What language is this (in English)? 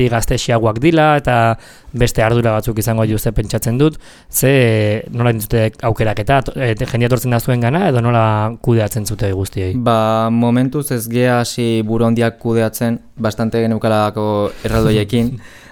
Basque